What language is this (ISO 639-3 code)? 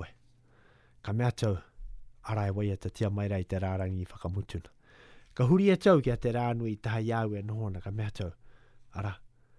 mri